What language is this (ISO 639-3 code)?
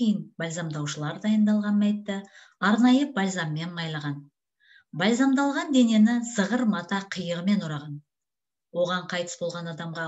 kaz